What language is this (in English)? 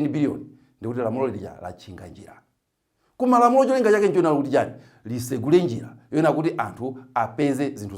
Nyanja